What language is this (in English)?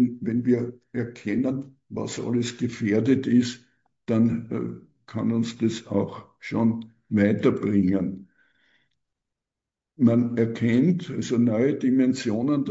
German